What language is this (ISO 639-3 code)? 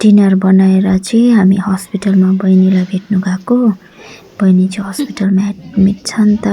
nep